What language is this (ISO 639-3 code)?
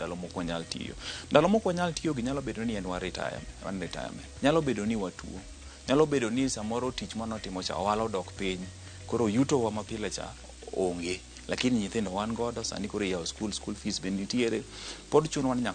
luo